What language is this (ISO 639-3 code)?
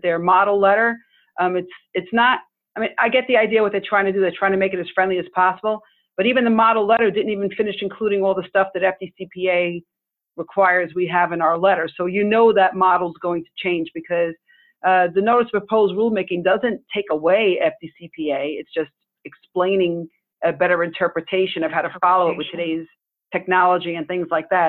eng